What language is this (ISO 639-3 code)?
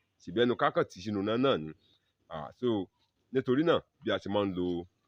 yor